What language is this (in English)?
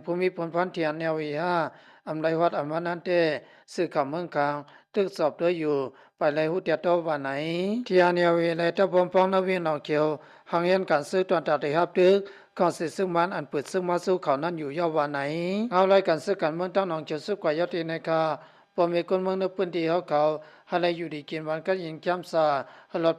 Shan